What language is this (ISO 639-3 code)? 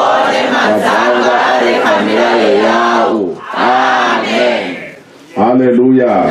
ven